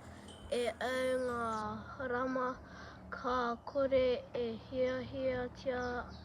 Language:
Māori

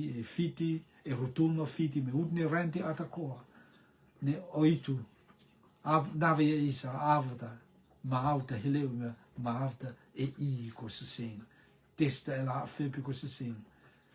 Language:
Rotuman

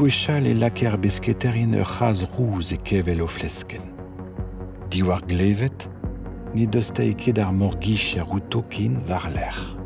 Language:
Breton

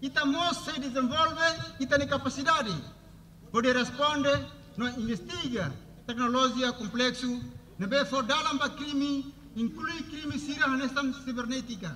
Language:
Tetum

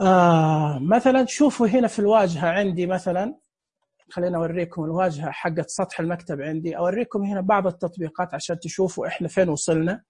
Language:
Najdi Arabic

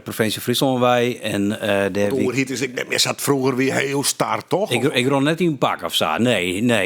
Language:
Western Frisian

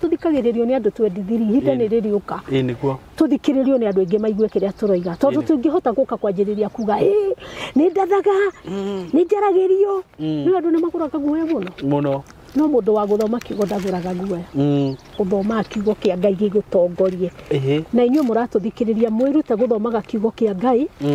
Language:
Kikuyu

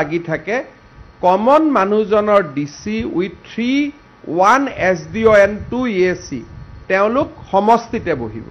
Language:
Assamese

